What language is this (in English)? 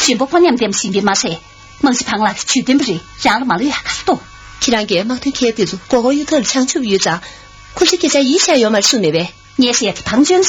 Tibetan